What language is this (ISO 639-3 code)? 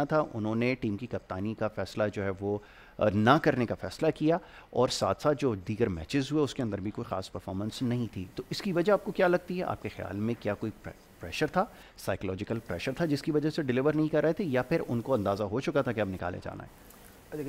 urd